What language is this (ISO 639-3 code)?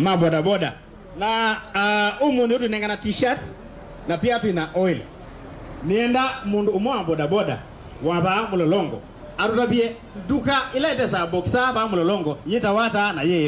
kam